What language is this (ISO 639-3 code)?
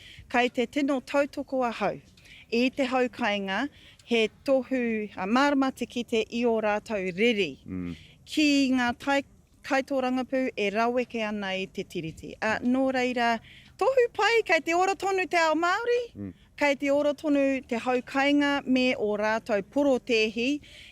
mri